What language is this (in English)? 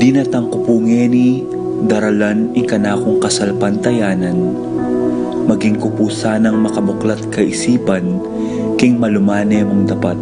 Pampanga